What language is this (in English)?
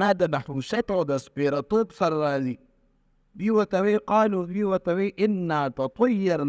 Pashto